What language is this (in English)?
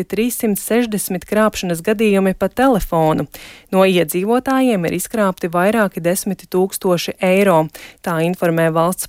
Latvian